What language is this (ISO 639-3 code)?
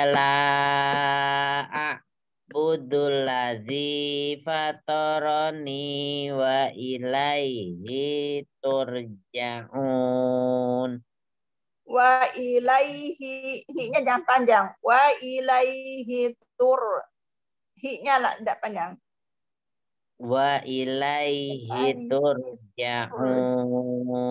ind